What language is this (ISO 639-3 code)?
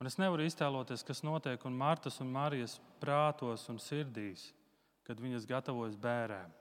lav